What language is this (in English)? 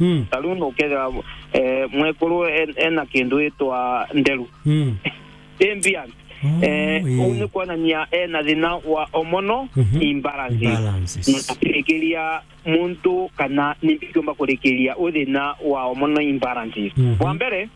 Meru